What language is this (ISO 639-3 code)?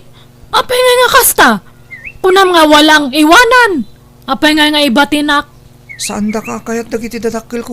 ilo